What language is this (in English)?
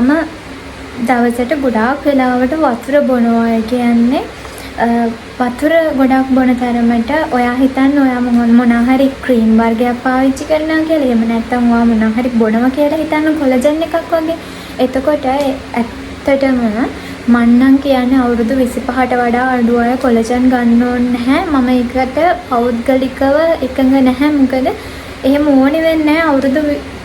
Sinhala